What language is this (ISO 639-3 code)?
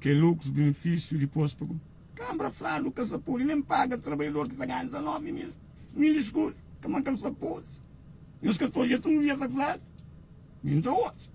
kea